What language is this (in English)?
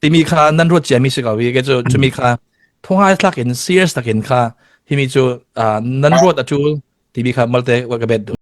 Falam Chin